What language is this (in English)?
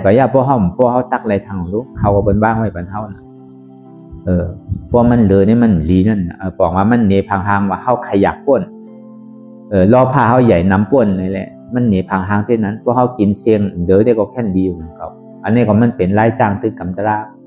Shan